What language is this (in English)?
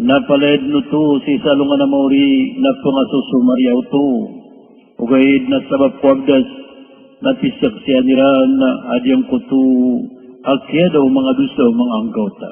Maranao